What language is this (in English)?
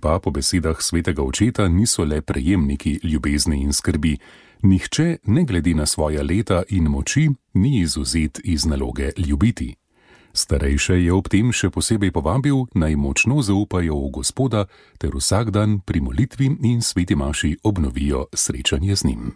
Slovenian